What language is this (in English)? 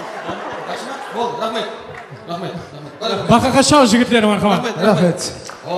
Kara-Kalpak